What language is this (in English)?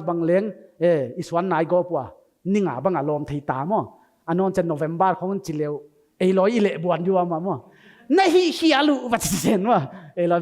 Paite Chin